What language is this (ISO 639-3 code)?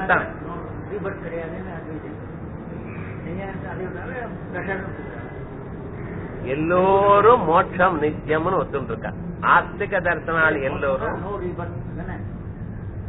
tam